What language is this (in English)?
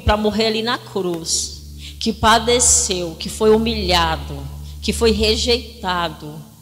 Portuguese